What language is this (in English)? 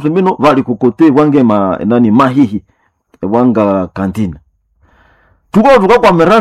Swahili